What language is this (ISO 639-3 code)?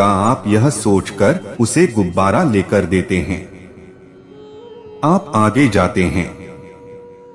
hin